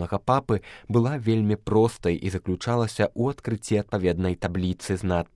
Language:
Belarusian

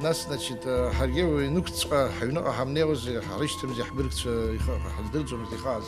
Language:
Abkhazian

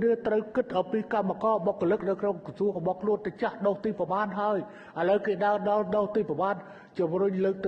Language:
Khmer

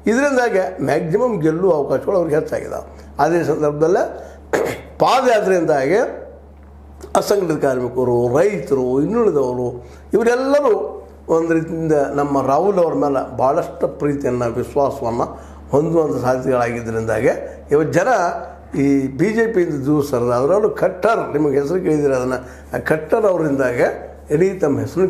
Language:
Kannada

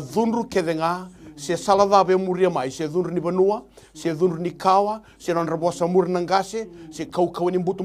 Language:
Fijian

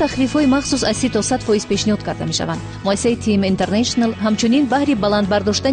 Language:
Tajik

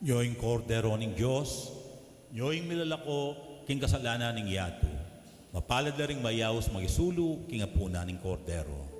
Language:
Pampanga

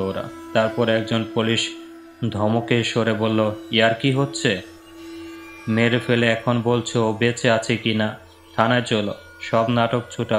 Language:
Bangla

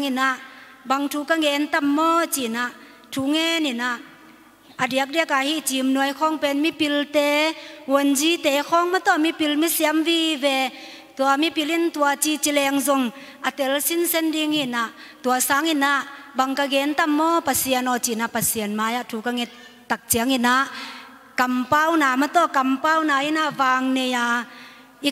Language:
Tedim Chin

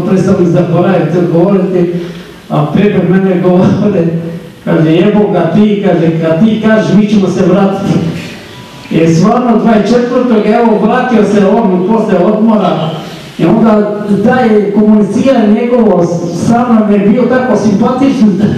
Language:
Croatian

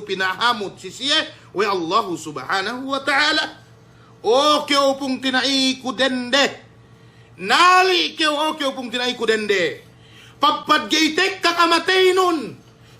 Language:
Yakan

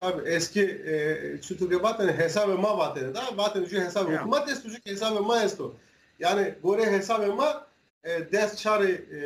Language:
Zaza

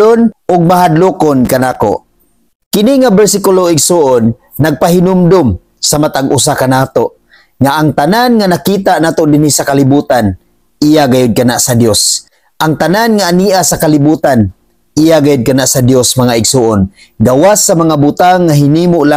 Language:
Cebuano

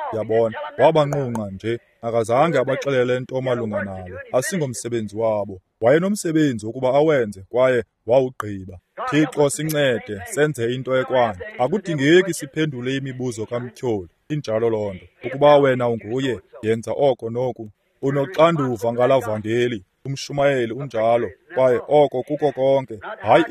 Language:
Xhosa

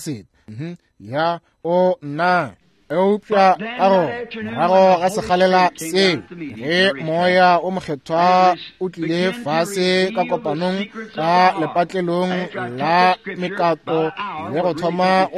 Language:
Northern Sotho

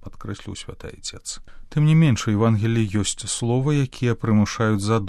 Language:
Belarusian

